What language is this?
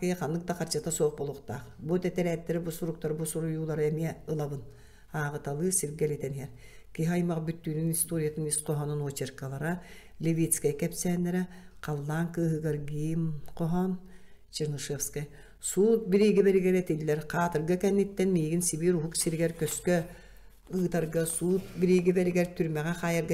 Yakut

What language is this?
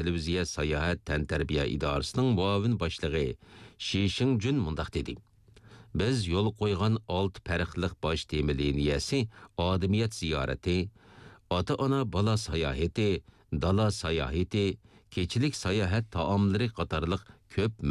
Uyghur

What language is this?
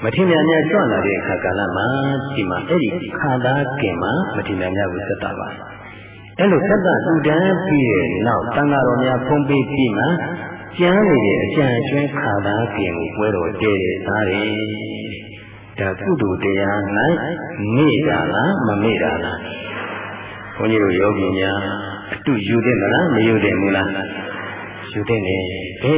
Burmese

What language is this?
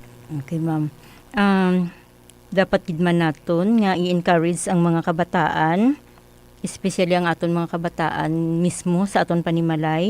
Hiligaynon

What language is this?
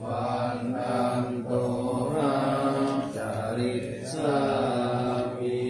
Pali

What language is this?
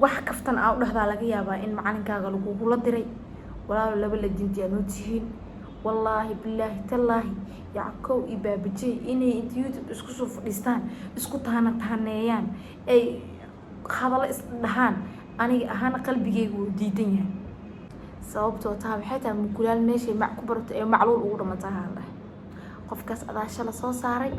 Somali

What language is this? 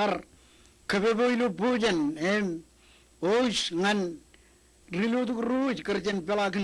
Marshallese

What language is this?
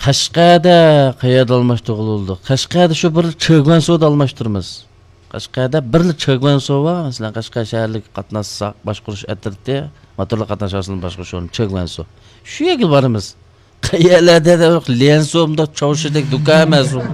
Uyghur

